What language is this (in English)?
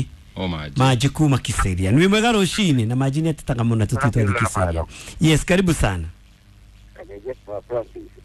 Kikuyu